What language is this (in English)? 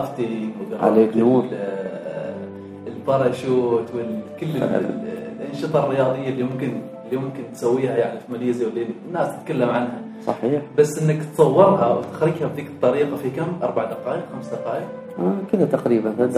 Gulf Arabic